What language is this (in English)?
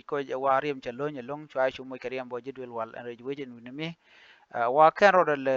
Nuer